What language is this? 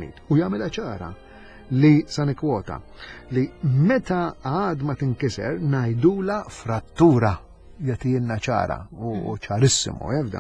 Maltese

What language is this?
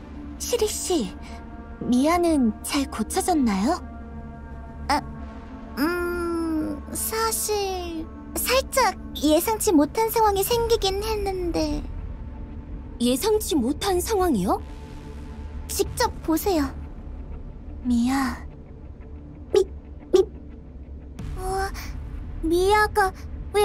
Korean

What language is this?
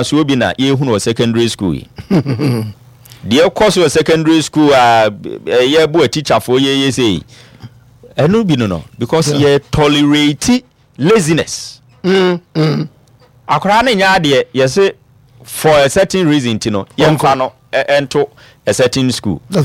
Akan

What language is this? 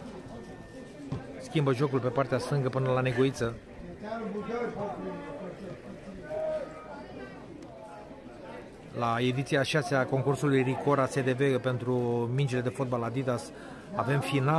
Romanian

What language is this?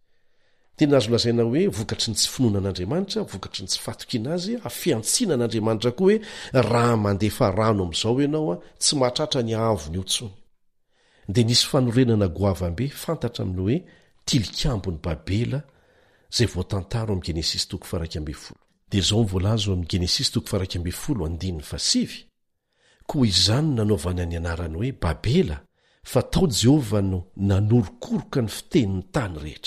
Malagasy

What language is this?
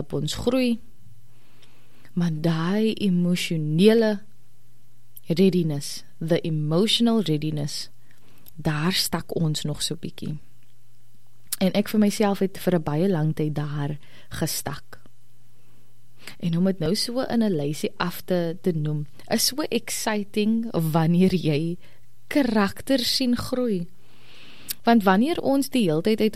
Afrikaans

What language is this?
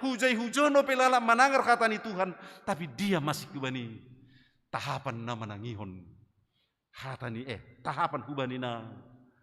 Batak Simalungun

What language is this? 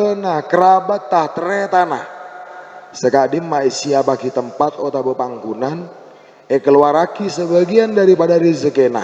Madurese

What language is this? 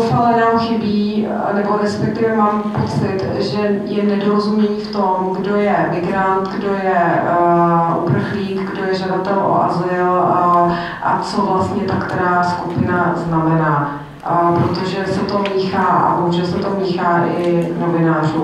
Czech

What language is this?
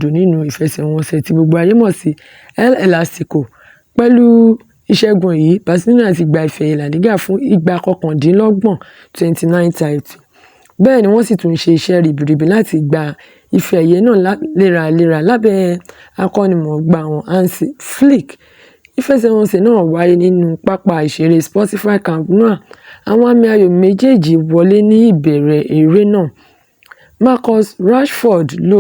Yoruba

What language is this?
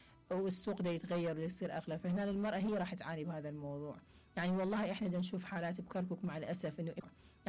Mesopotamian Arabic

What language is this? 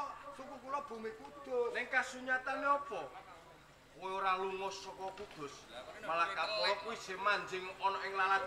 Javanese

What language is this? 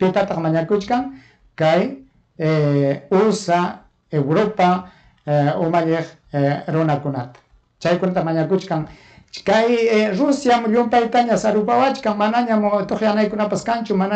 Ayacucho Quechua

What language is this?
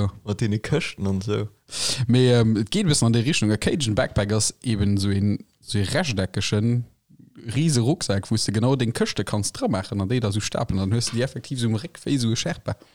Luxembourgish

